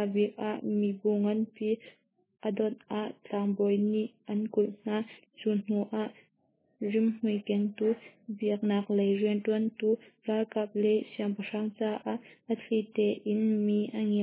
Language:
Hakha Chin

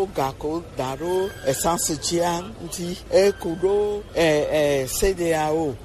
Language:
Gen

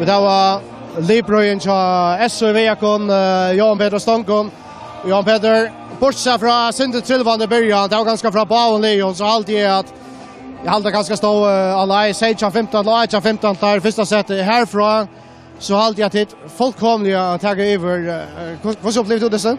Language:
Faroese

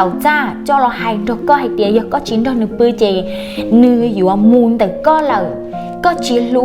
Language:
Hmong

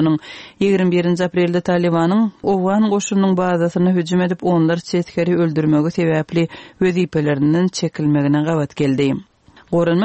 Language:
Turkmen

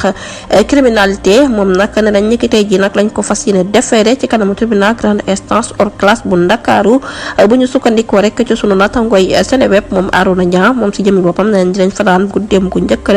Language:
Wolof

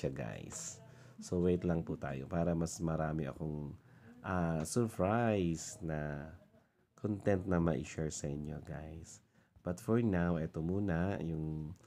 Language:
Filipino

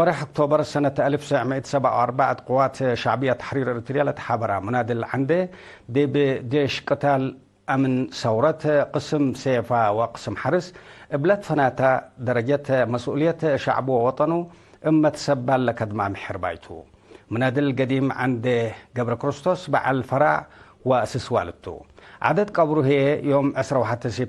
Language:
Tigre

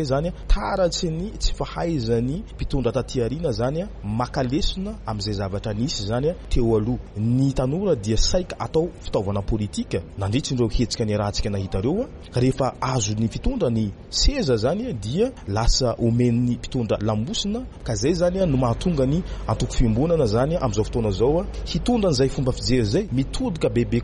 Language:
Malagasy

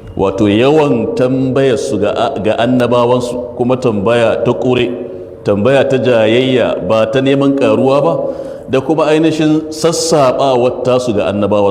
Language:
Hausa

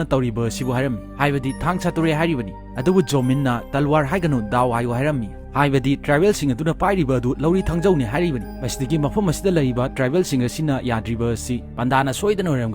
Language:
Manipuri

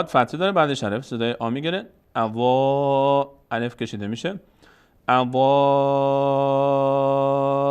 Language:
Persian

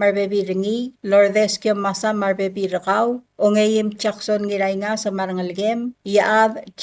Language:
Palauan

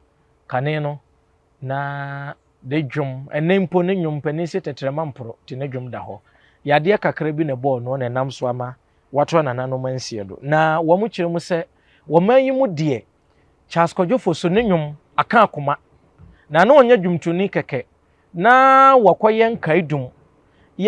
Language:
Akan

